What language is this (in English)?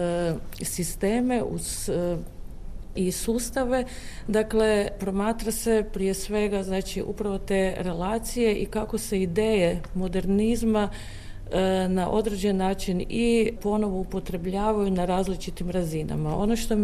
Croatian